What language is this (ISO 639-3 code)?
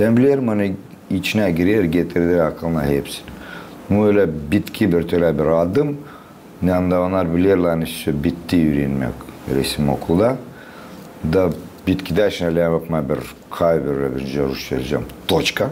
gag